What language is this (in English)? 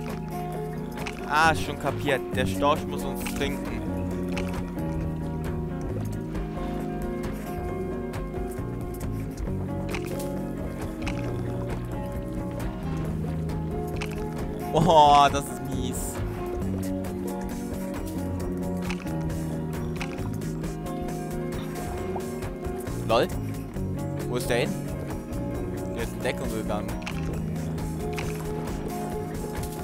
German